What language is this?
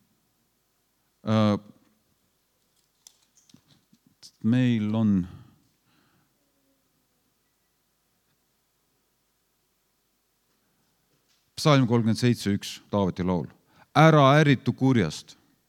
Estonian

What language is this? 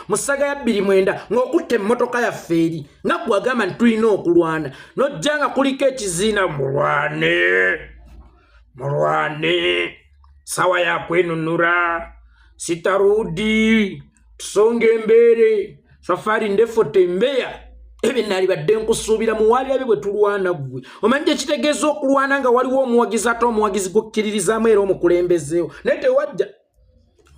Ganda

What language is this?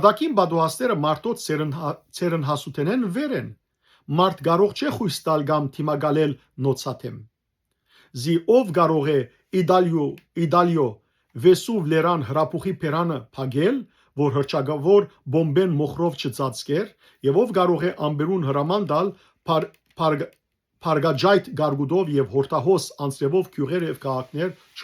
Western Armenian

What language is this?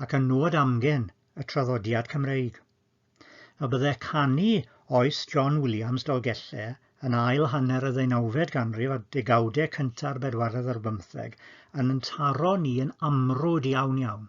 Welsh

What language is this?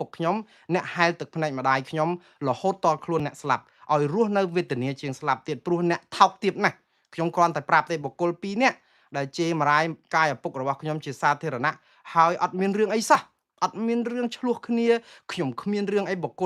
Khmer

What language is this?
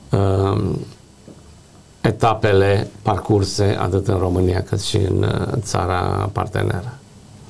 Romanian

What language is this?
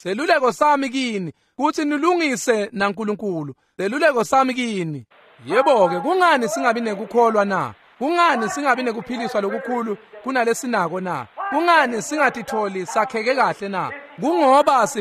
Swati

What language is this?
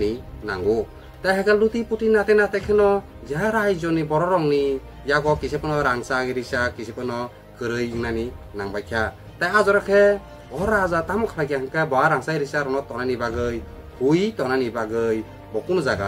Kok Borok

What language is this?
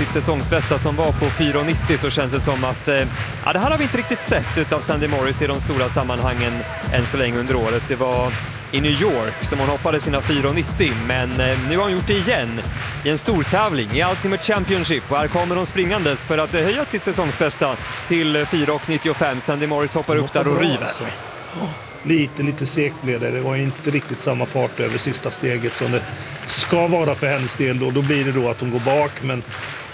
Swedish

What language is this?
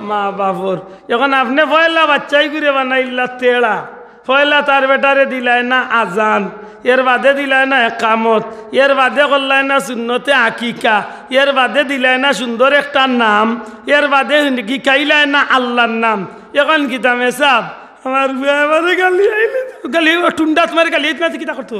Sylheti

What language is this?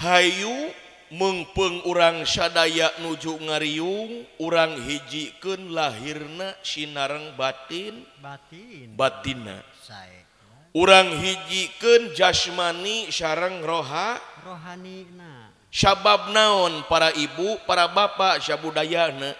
Sundanese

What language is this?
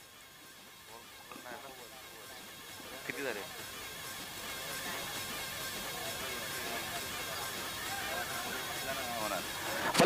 Marathi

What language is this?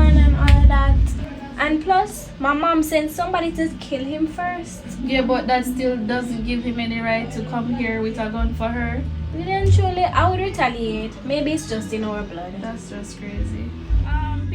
Jamaican Creole English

